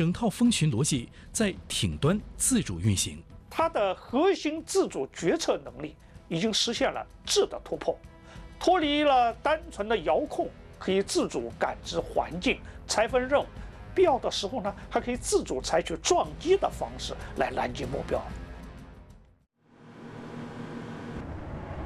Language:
Chinese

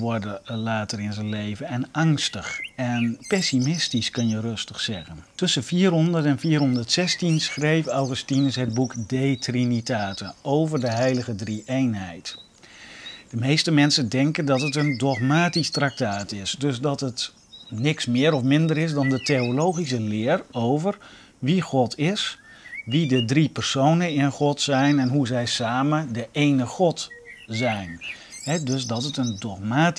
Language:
Dutch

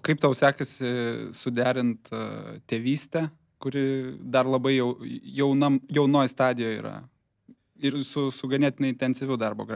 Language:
Lithuanian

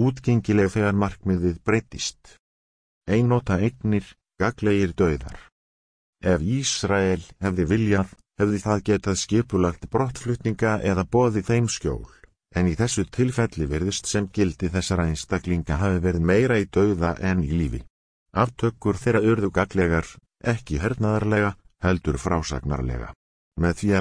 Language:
Icelandic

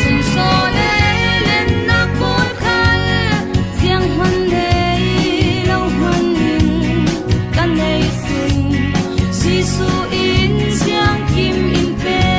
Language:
Falam Chin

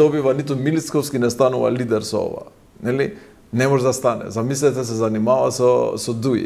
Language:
Macedonian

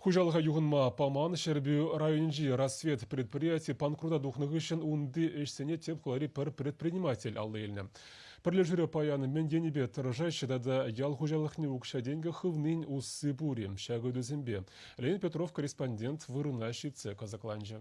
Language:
Chuvash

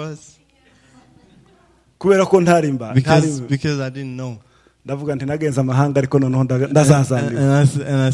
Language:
Rundi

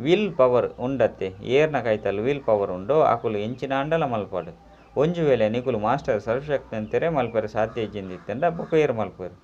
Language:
Tulu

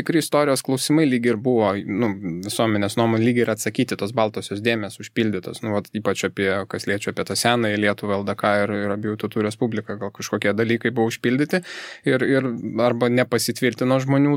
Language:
Lithuanian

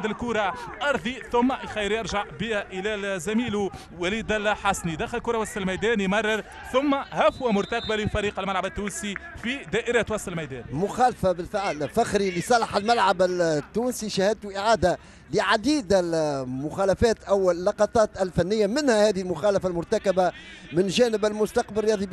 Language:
Tunisian Arabic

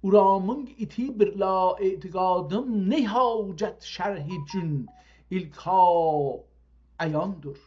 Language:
South Azerbaijani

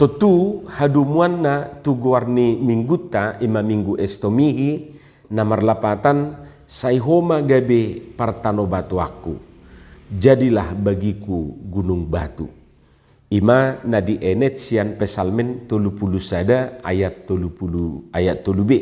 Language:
Batak Toba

